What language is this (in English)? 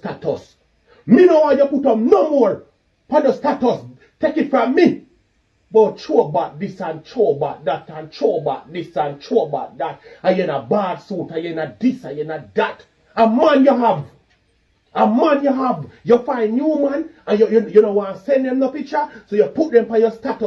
Jamaican Creole English